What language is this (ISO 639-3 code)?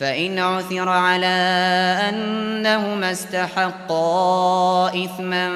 uig